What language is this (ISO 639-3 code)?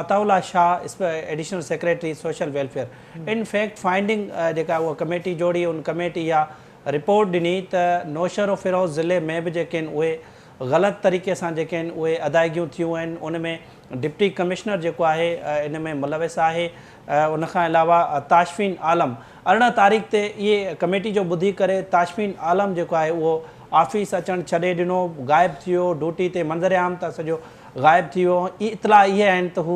snd